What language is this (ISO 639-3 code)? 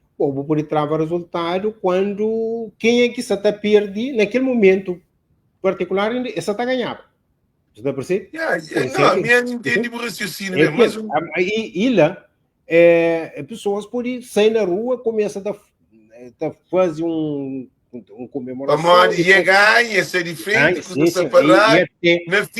kea